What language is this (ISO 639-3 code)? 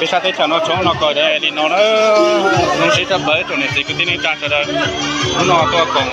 hmn